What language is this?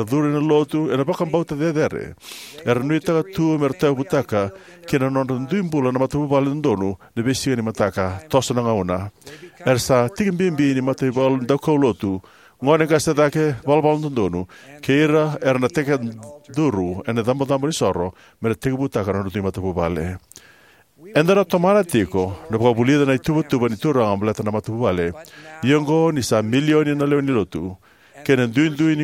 Fijian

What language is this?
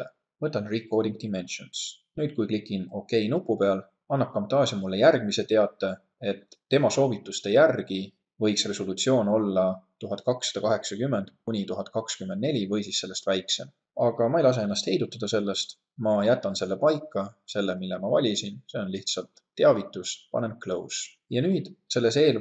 Estonian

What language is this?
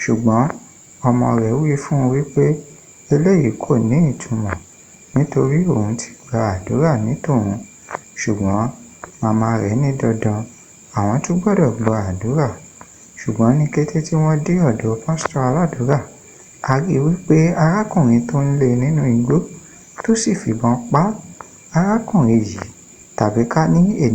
Yoruba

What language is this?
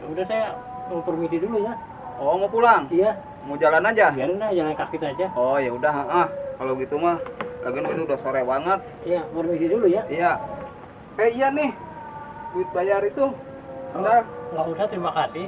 Betawi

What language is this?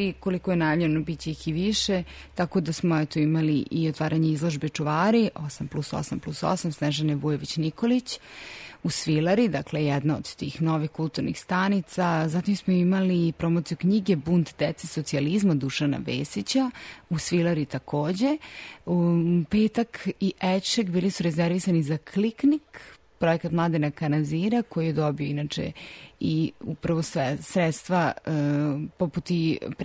Serbian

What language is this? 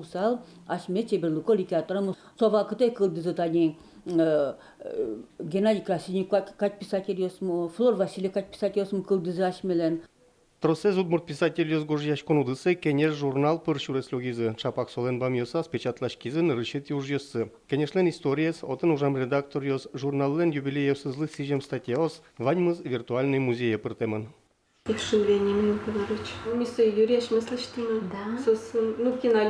Udmurt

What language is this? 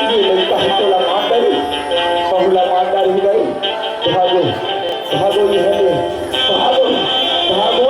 Chhattisgarhi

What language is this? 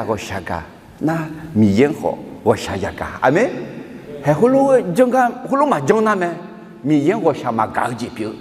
Akha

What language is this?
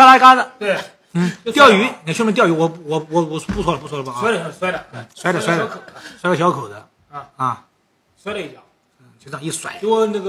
Chinese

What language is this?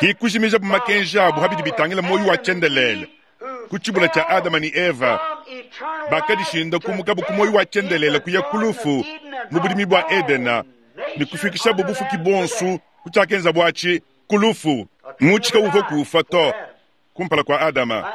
Luba-Lulua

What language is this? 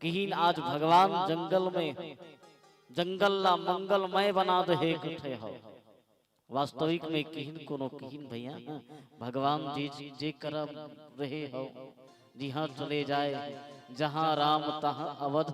Chhattisgarhi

